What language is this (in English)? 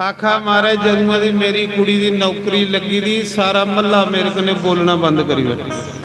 Dogri